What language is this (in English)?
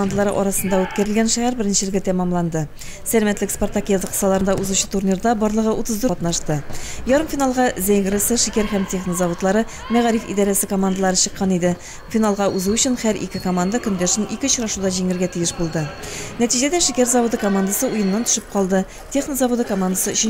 Tatar